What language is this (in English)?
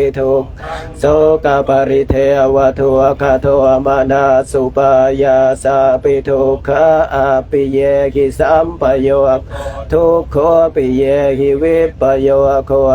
Pali